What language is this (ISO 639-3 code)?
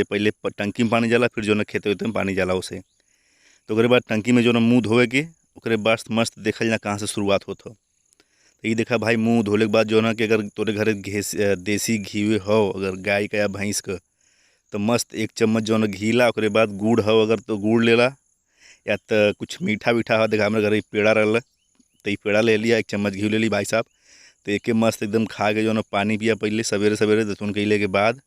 bho